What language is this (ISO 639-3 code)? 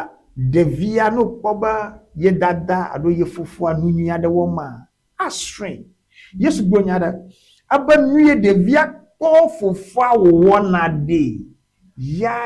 ewe